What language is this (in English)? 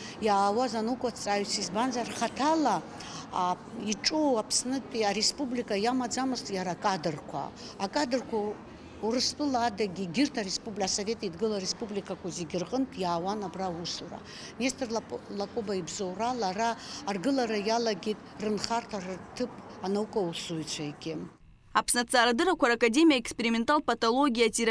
Abkhazian